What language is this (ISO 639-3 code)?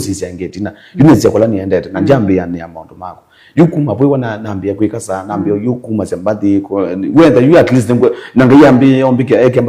kam